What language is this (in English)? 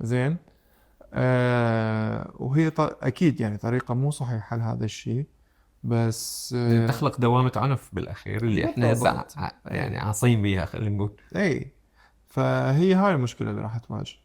Mesopotamian Arabic